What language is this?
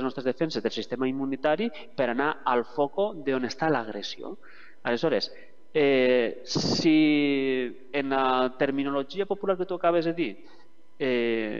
Catalan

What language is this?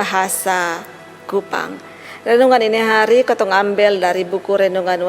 Kupang Malay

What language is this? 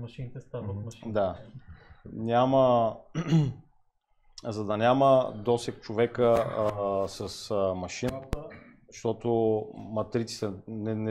Bulgarian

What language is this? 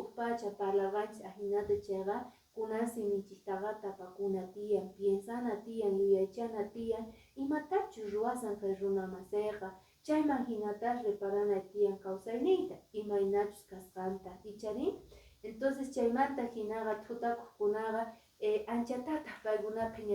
Quechua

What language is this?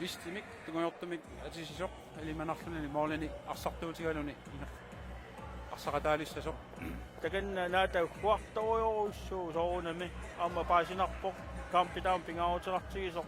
Kalaallisut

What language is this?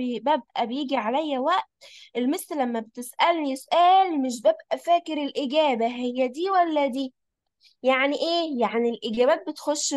Egyptian Arabic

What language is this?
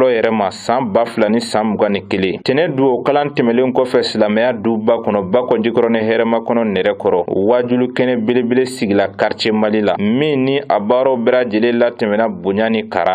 Bambara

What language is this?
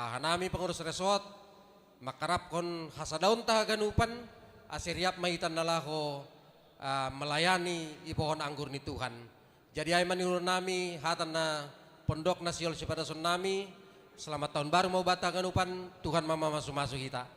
Batak Simalungun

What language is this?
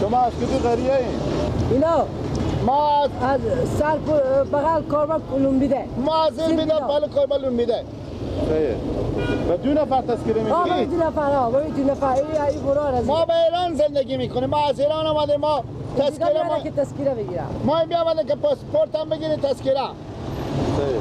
Persian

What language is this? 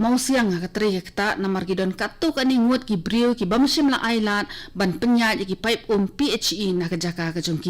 Khasi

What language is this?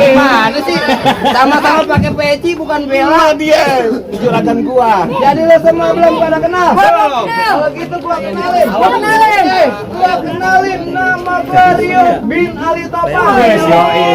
Betawi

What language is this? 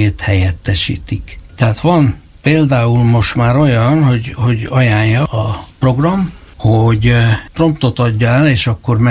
Hungarian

